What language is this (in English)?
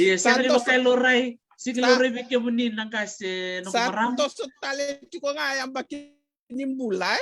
Fijian